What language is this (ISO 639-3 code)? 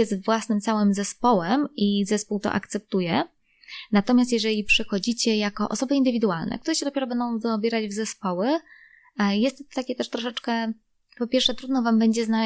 pol